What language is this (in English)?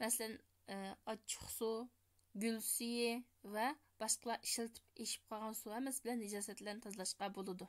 Uyghur